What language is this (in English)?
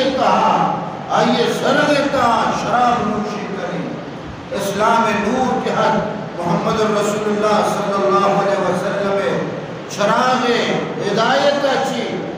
Eastern Balochi